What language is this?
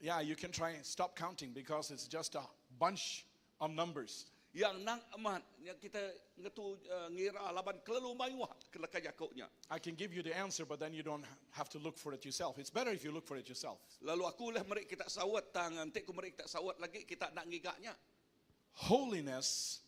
Iban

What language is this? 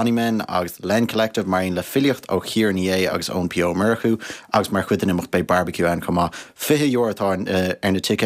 Irish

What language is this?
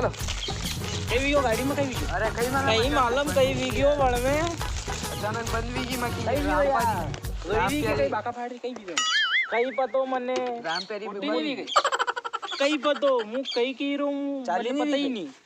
Rajasthani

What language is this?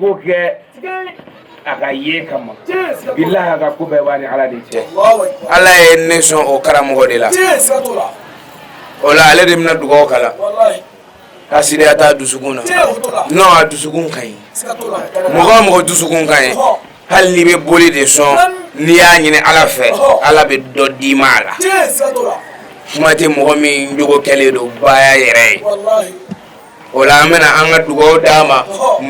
Bambara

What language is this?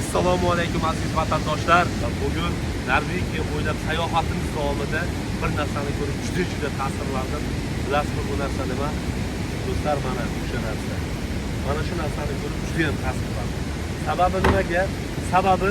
Uzbek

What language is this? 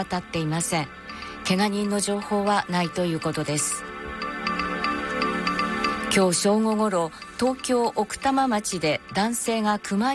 Japanese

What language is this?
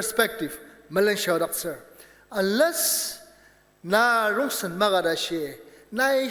Ao Naga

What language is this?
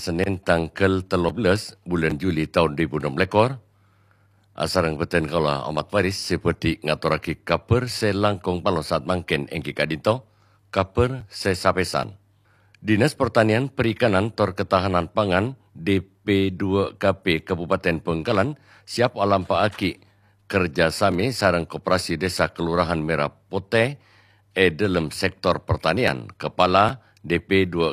Madurese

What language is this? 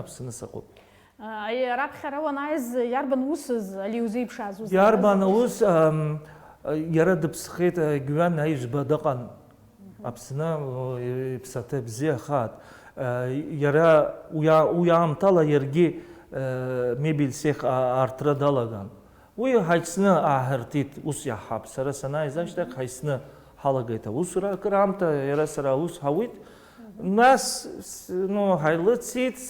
Abkhazian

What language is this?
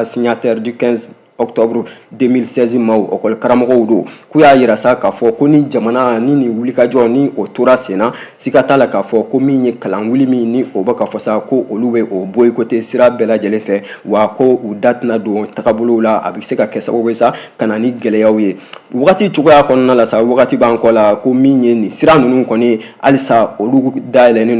Bambara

